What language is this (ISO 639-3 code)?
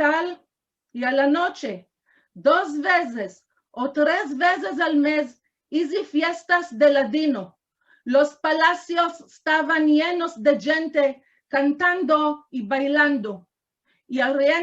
lad